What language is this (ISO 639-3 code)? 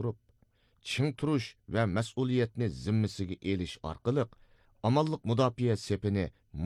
uig